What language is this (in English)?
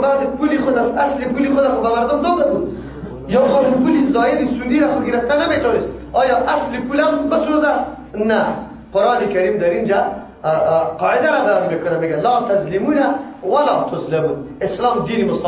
Persian